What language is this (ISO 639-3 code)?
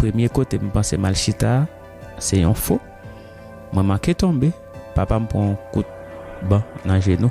hat